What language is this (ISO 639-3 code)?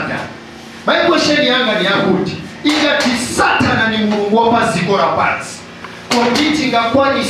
nya